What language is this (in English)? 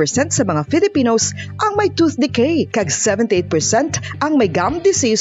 Hiligaynon